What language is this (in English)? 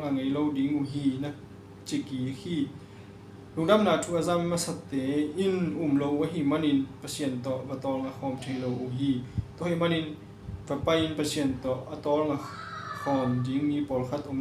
Tedim Chin